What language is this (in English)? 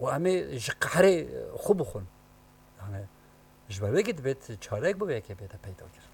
Kurdish